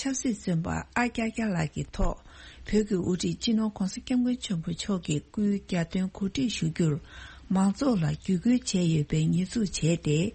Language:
Tibetan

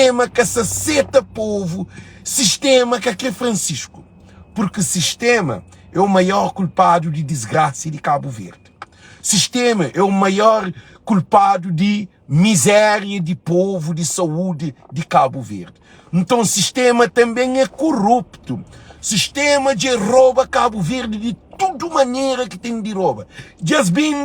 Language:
Kabuverdianu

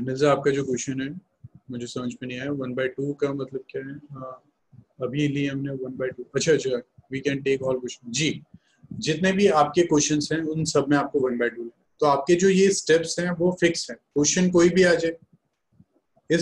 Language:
Hindi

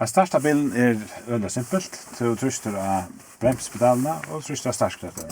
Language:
Faroese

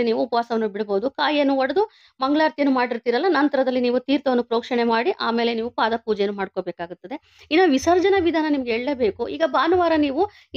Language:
Kannada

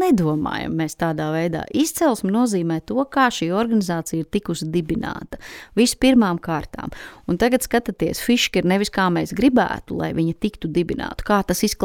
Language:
Latvian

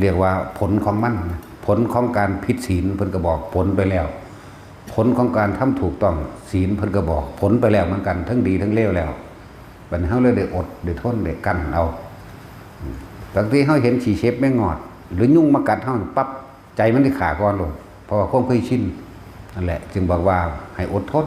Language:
Northeastern Thai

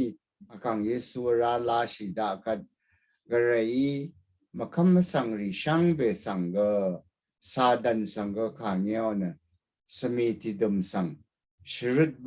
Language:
Rawang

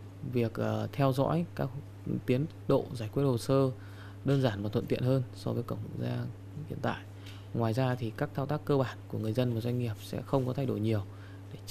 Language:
Vietnamese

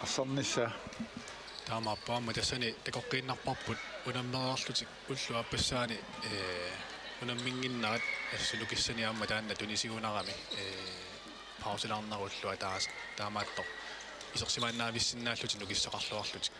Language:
Kalaallisut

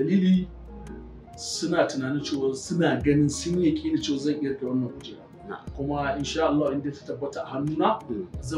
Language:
Hausa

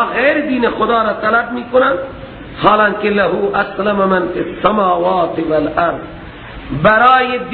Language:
Persian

